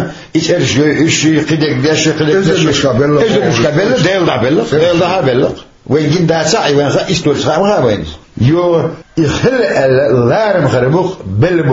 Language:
Chechen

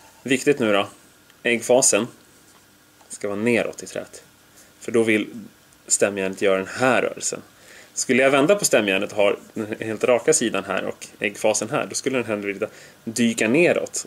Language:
Swedish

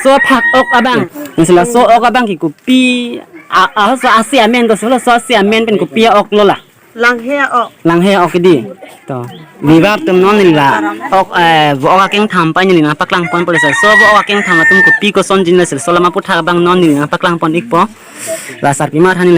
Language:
Karbi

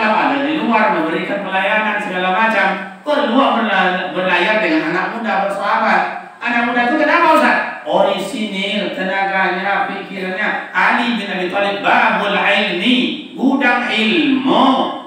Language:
Minangkabau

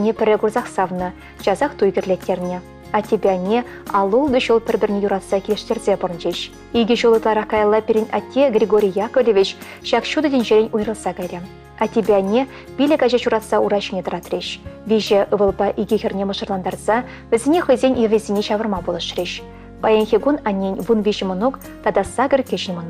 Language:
Chuvash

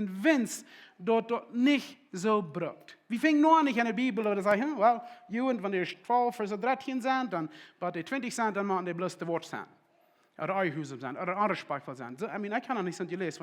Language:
Plautdietsch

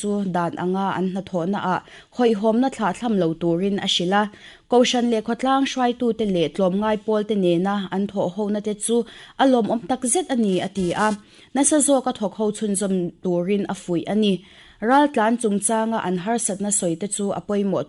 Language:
Mizo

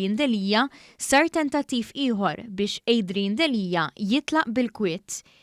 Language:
Maltese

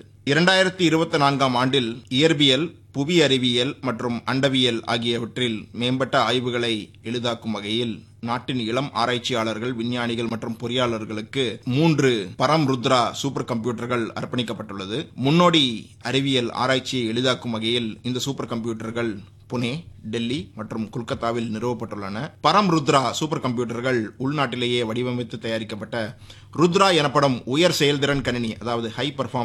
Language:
Tamil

